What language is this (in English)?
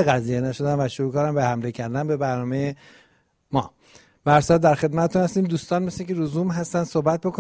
Persian